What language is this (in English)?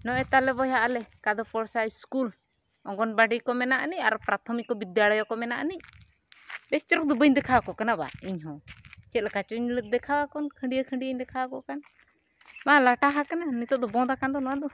Santali